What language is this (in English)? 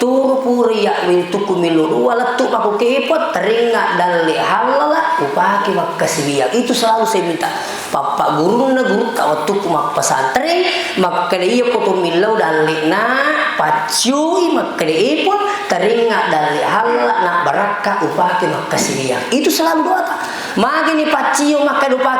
Buginese